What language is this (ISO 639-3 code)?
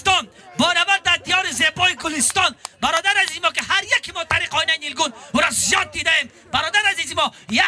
tgk